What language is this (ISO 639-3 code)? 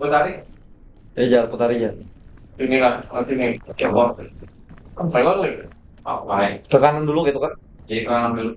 bjn